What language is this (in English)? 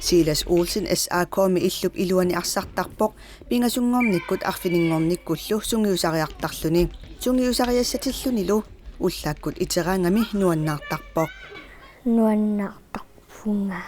Kalaallisut